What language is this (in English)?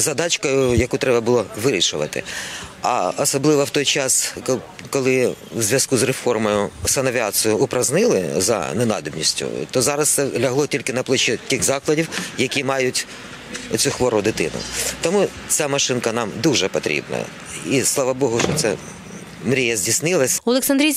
Ukrainian